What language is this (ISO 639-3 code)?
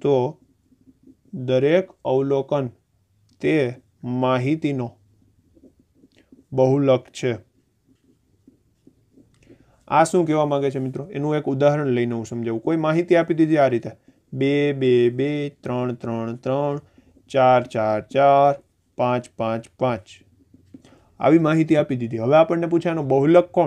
guj